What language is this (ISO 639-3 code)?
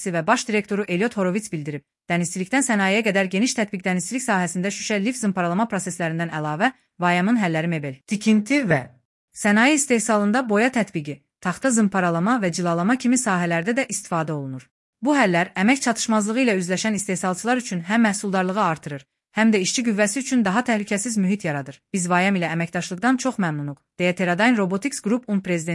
aze